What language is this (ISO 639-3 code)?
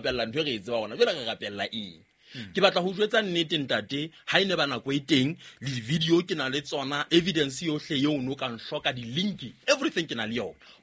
sot